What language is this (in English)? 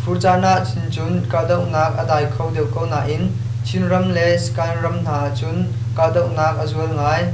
Hakha Chin